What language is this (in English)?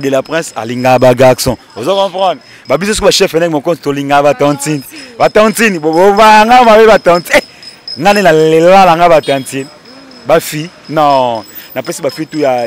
Lingala